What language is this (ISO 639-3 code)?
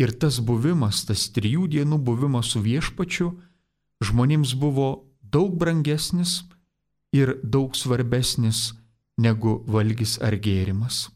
lit